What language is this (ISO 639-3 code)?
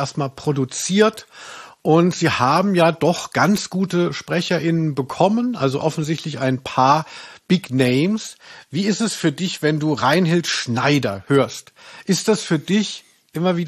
deu